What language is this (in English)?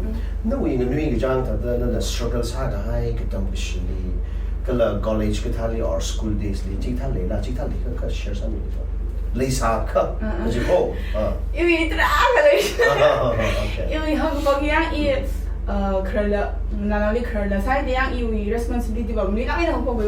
Tangkhul Naga (India)